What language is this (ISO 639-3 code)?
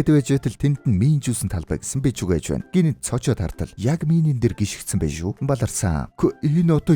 mon